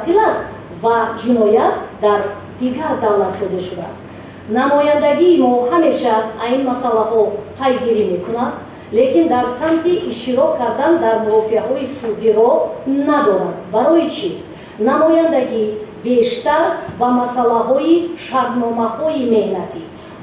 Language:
Tajik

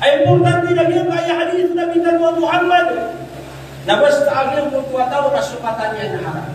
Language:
Maranao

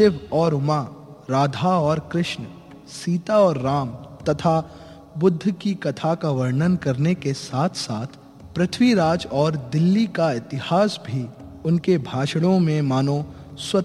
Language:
Hindi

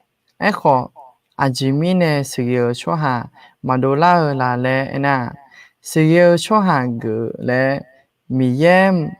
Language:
Akha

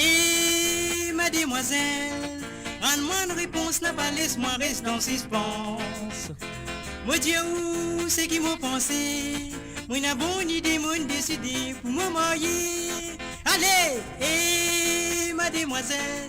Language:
Morisyen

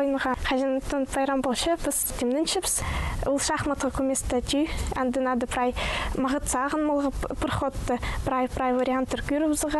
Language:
Khakas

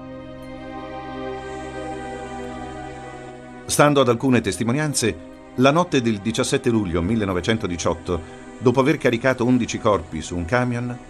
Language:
Italian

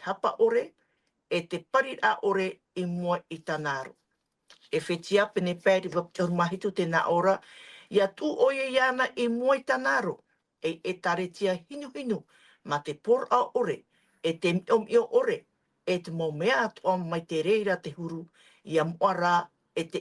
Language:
Tahitian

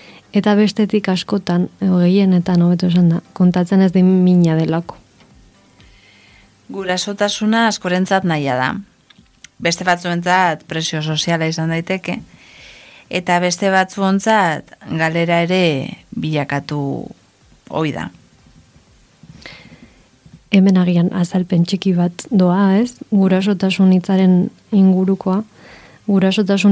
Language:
Basque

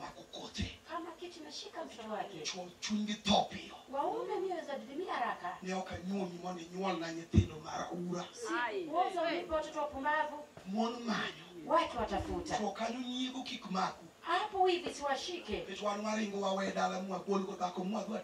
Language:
Luo (Kenya and Tanzania)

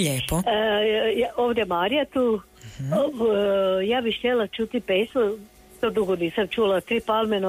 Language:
Croatian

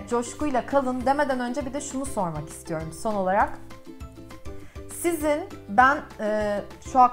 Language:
Turkish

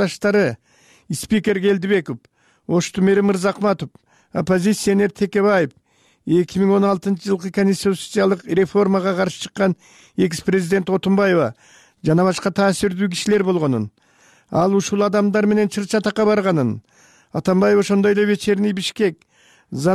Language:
Kyrgyz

